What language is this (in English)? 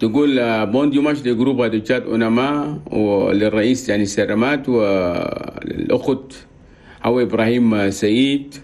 Chadian Arabic